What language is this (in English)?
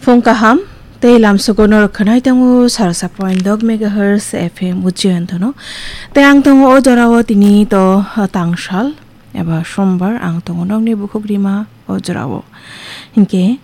Kok Borok